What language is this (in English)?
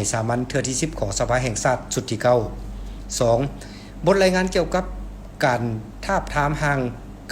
Lao